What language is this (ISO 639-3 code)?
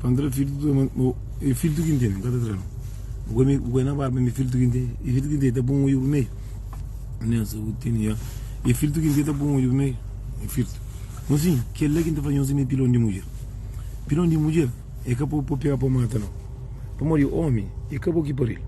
kea